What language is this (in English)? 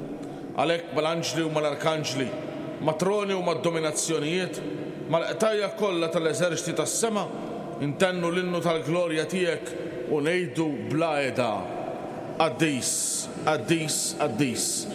Maltese